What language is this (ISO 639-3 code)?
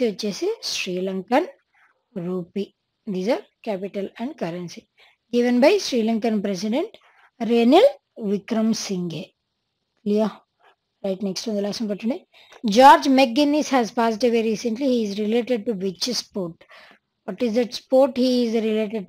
tel